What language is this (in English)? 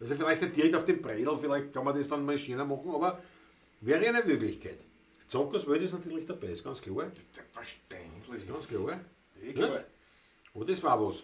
Bavarian